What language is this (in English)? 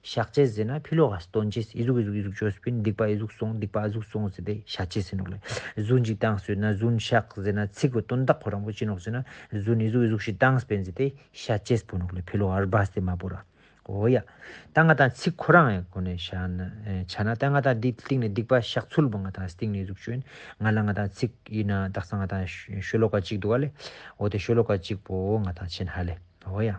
Ladakhi